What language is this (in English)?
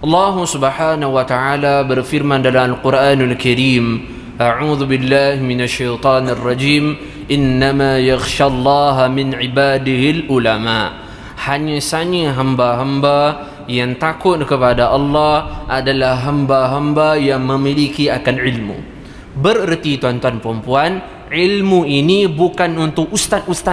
Malay